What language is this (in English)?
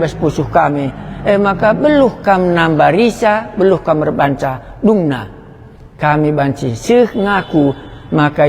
Batak Karo